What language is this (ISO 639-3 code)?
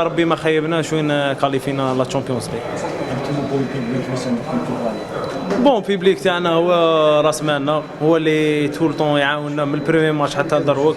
arq